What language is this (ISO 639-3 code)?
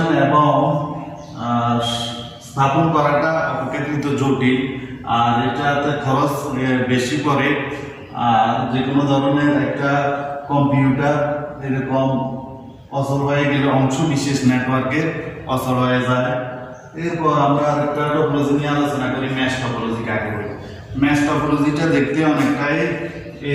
ben